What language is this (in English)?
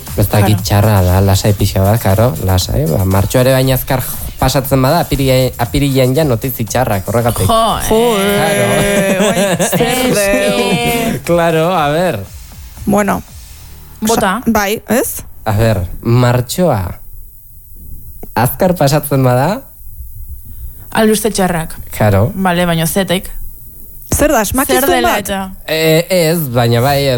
Basque